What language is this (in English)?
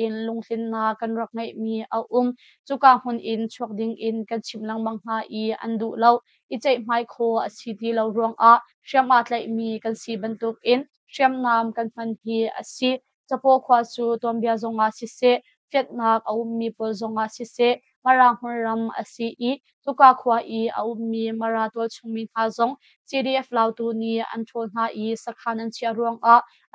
Hakha Chin